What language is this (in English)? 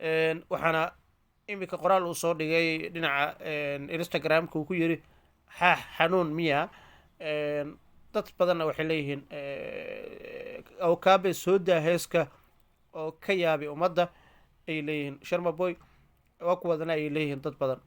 Somali